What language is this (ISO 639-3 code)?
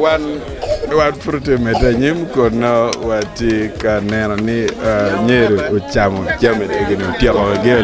ach